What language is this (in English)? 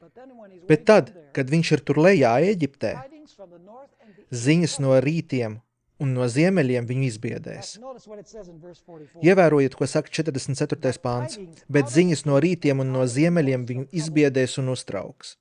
Latvian